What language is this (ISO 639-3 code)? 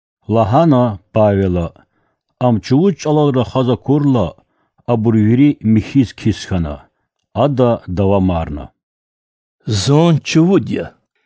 lez